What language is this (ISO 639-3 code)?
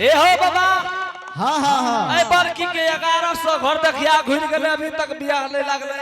anp